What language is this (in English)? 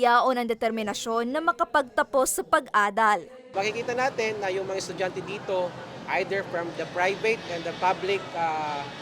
Bikol